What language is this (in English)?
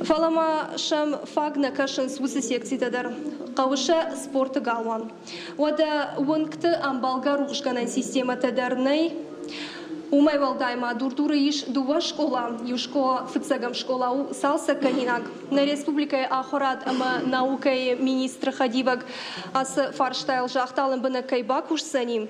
Ossetic